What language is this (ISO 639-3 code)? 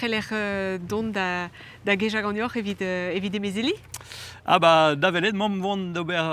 bre